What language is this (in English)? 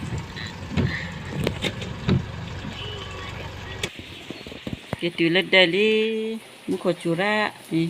S'gaw Karen